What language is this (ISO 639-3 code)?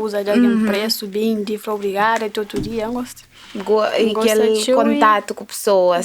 kea